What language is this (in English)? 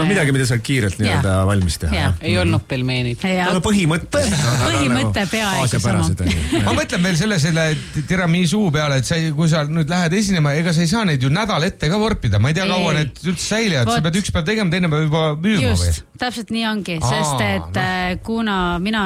Estonian